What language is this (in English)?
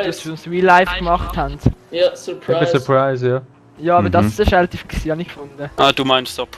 Swiss German